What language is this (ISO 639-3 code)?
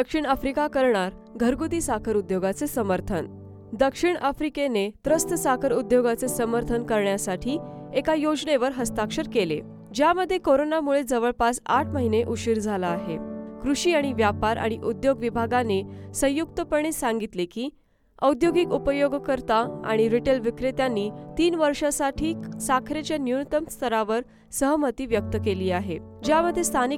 mar